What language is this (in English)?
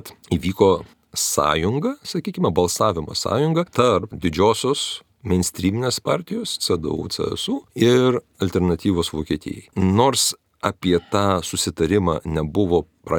Lithuanian